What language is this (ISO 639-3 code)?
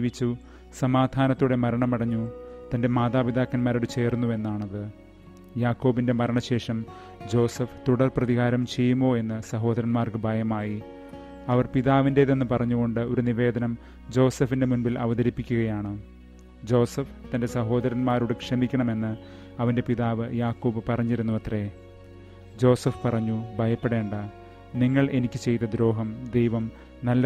mal